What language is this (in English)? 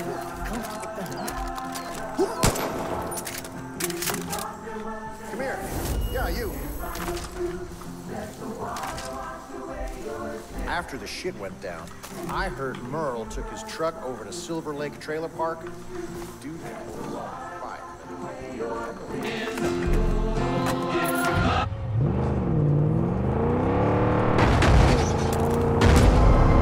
English